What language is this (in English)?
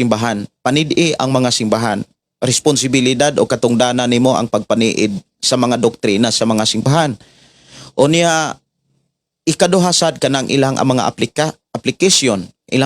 Cebuano